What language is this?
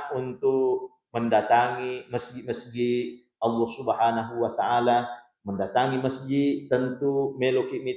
Buginese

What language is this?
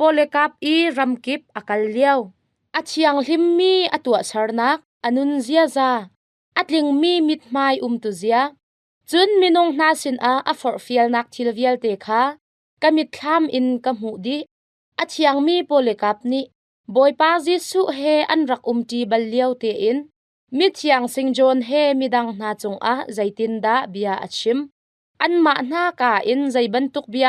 Hakha Chin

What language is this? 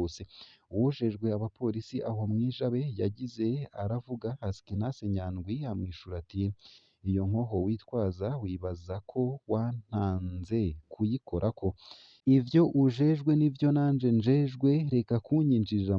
Rundi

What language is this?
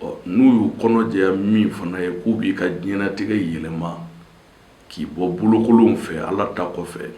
Bambara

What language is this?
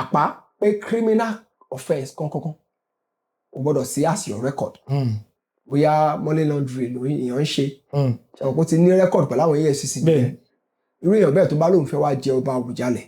Yoruba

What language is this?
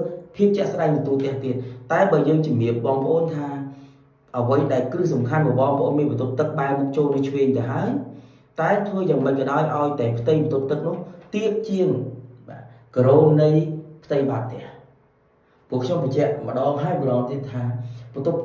Khmer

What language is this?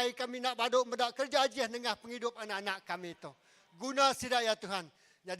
Iban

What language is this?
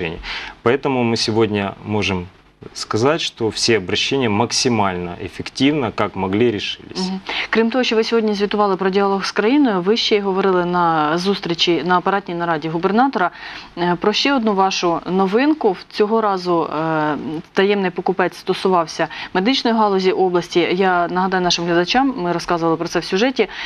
Ukrainian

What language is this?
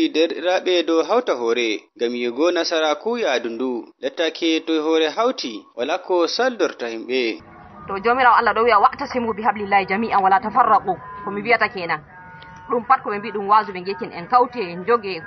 Fula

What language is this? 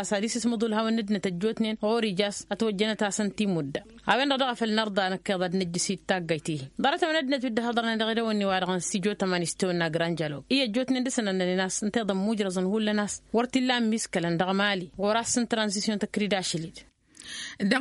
Tamasheq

